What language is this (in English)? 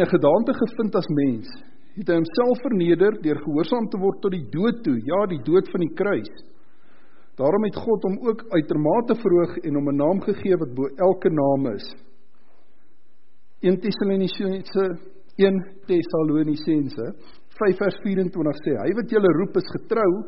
Afrikaans